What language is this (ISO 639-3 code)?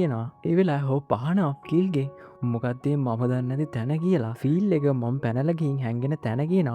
sin